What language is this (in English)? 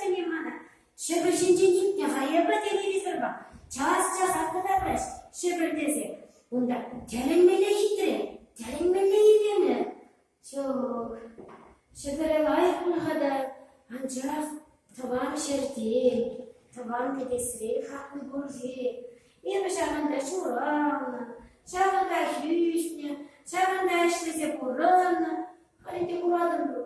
Chuvash